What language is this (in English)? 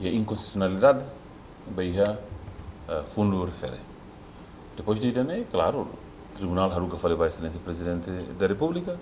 Tetum